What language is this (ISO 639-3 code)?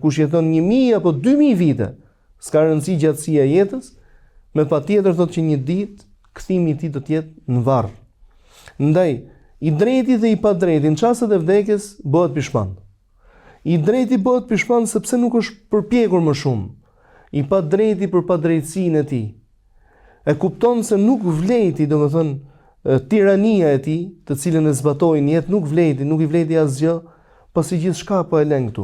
sqi